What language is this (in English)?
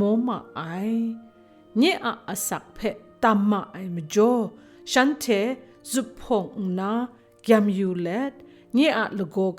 Kachin